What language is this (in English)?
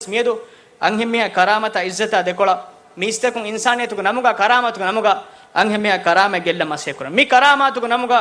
Divehi